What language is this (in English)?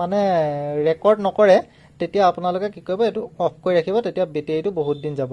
Assamese